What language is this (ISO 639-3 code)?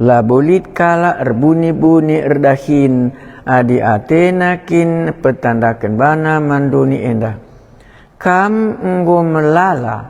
btx